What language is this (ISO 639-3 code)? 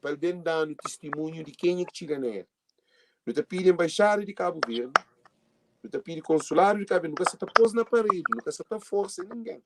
kea